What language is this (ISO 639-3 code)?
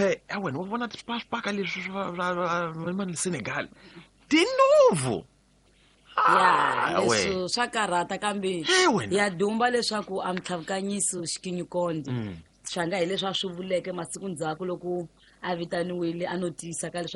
tso